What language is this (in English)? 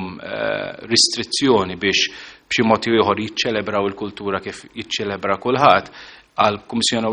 Maltese